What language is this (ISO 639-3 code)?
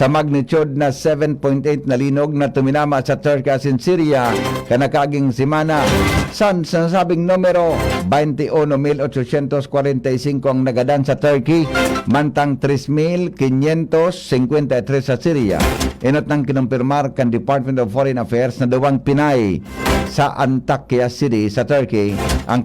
bik